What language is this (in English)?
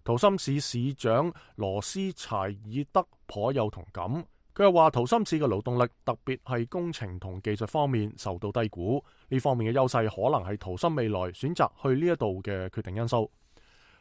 Cantonese